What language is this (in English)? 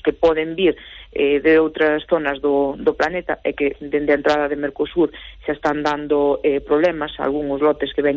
Galician